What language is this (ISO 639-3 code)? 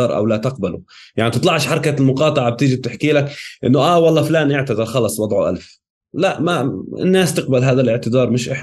apc